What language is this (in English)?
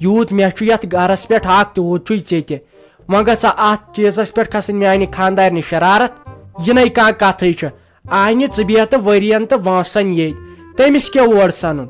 Kashmiri